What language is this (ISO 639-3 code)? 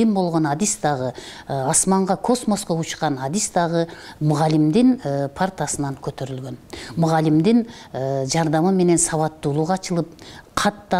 kir